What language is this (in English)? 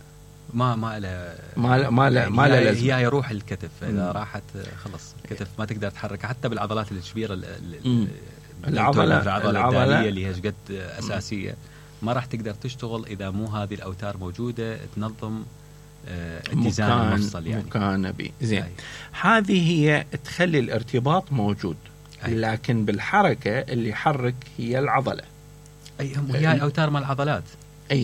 Mesopotamian Arabic